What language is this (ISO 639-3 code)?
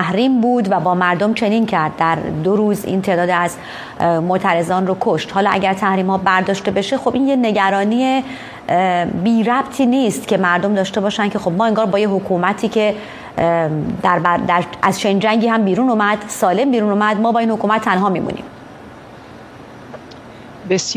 fas